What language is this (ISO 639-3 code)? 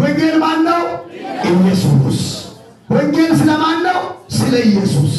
amh